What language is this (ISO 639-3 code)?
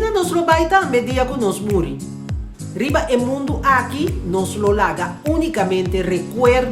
pap